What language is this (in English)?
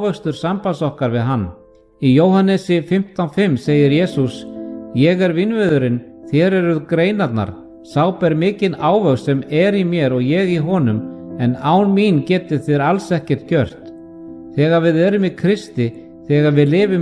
Icelandic